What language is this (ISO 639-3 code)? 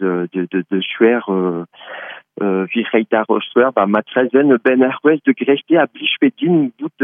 bre